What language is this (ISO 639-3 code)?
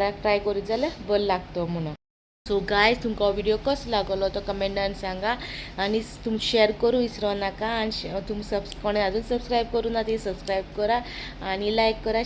kok